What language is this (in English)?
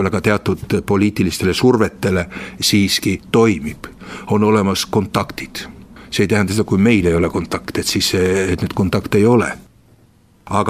Estonian